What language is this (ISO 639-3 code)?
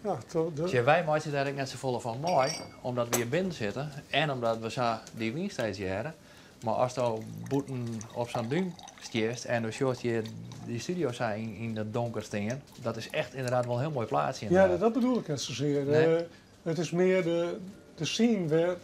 fry